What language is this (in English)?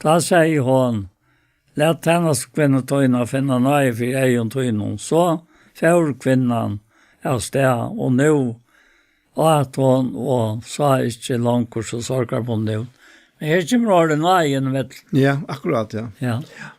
Faroese